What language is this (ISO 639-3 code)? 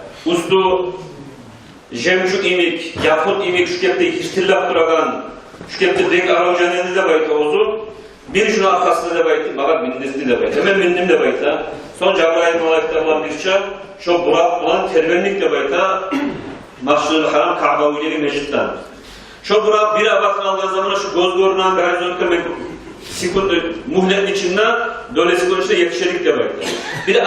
kum